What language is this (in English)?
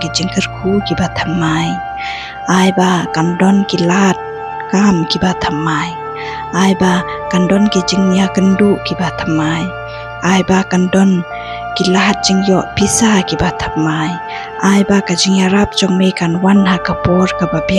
Khasi